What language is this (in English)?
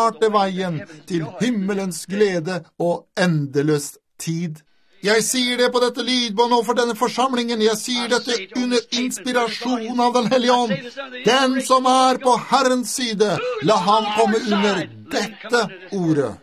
Norwegian